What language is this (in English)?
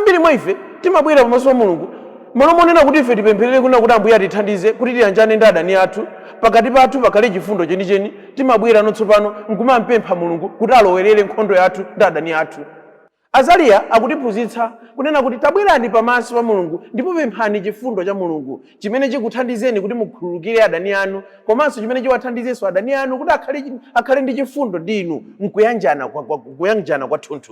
Nyanja